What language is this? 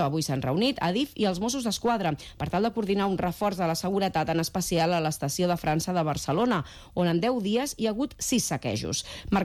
Catalan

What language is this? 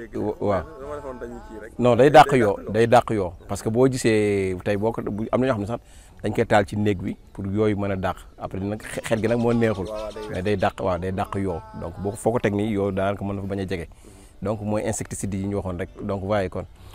Wolof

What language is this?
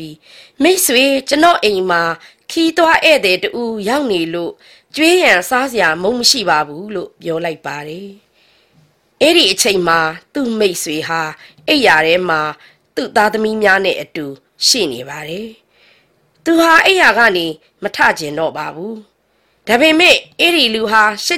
Burmese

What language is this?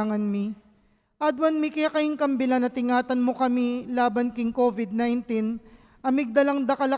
Pampanga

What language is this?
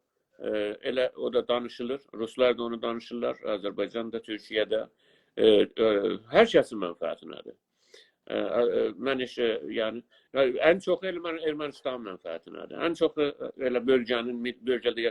South Azerbaijani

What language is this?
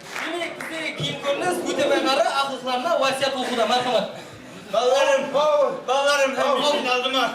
Kara-Kalpak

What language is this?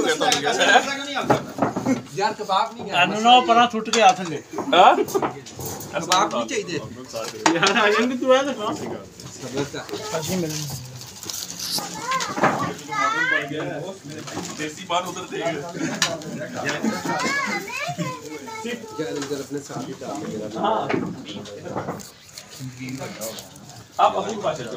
Punjabi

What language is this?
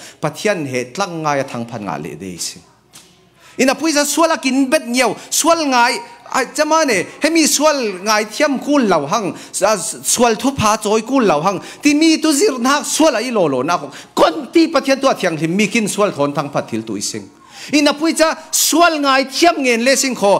Falam Chin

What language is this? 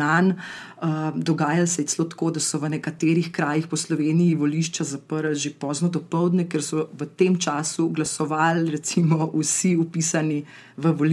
Slovenian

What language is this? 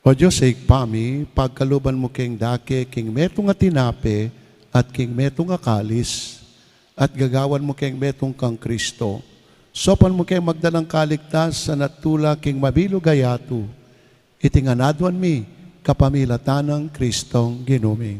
Pampanga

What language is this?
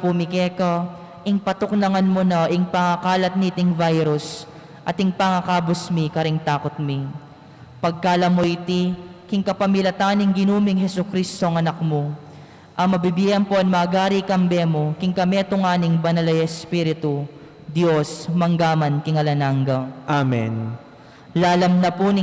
Pampanga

